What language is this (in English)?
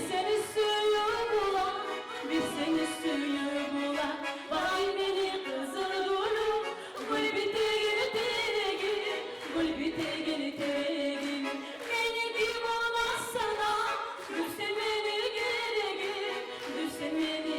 Kumyk